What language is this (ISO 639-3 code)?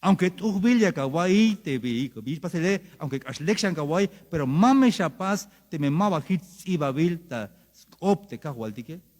tzh